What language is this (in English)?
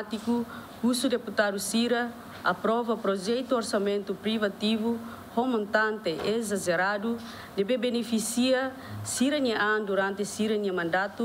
Tetum